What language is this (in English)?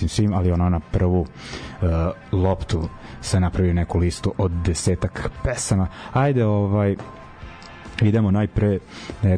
Serbian